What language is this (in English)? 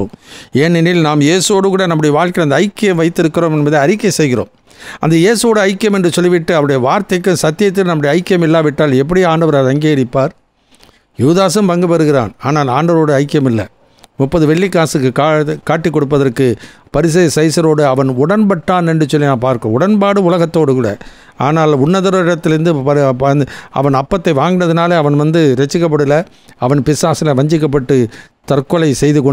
Tamil